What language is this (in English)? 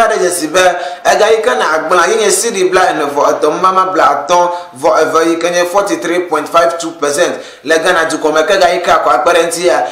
Ewe